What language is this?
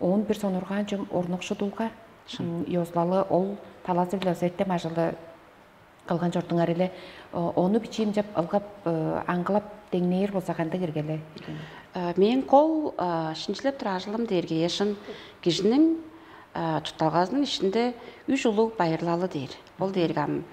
Tuvinian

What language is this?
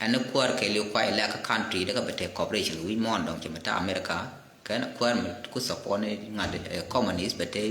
Nuer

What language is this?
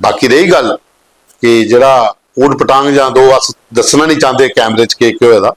Dogri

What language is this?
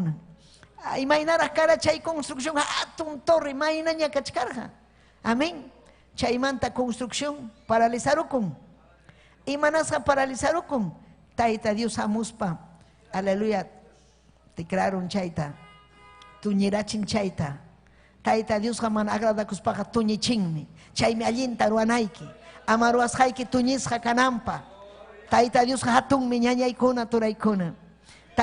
Ayacucho Quechua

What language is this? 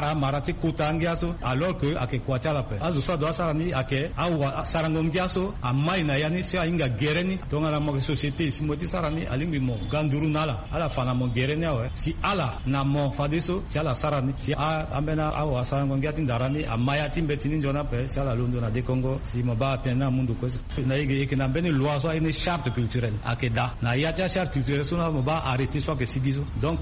Sango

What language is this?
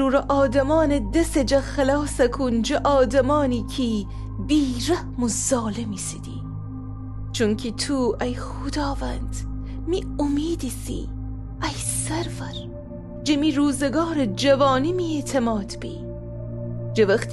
Gilaki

